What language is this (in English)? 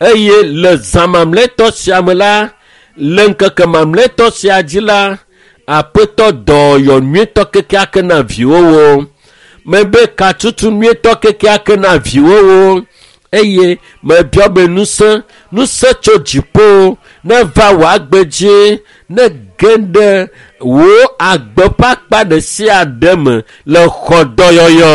Ewe